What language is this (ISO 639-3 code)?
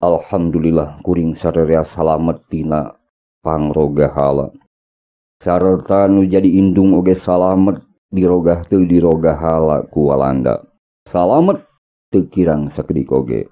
sun